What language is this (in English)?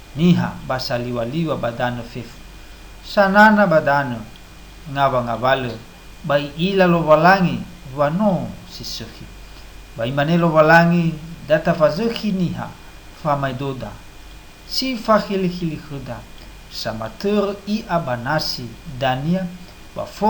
Nias